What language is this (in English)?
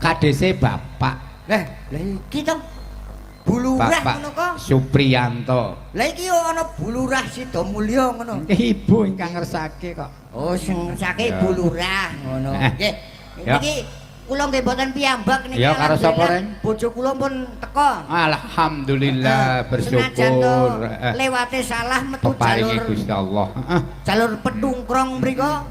Javanese